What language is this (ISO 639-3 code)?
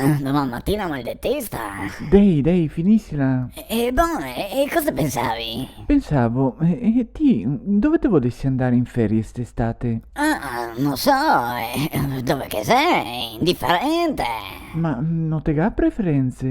vec